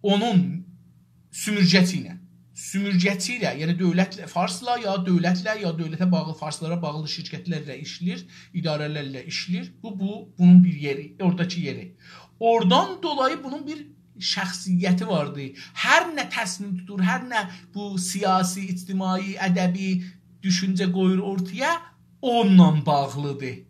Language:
South Azerbaijani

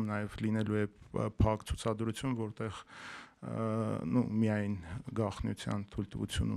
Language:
Armenian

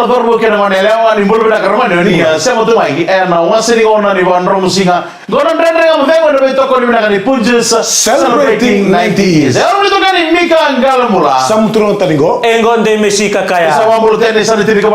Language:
Fijian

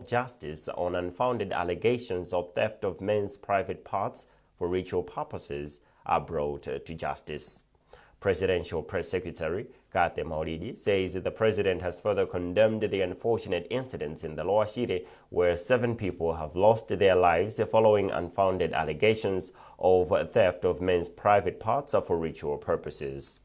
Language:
English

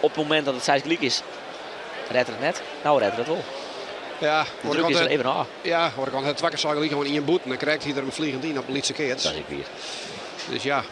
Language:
Western Frisian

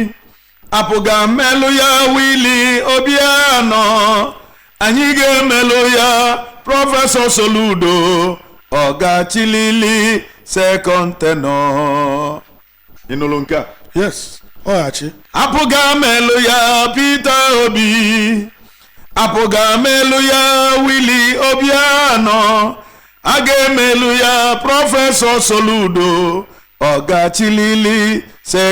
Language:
Igbo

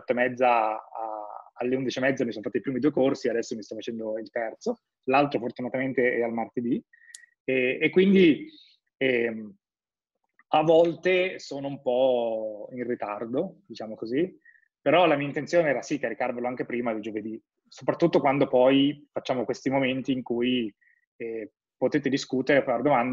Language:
Italian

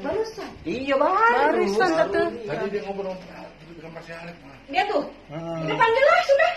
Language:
Musi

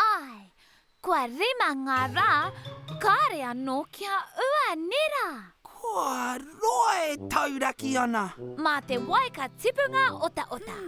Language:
Māori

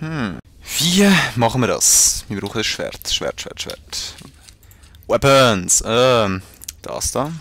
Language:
Swiss German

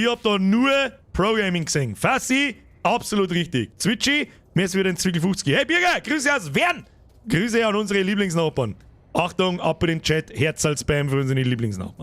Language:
Bavarian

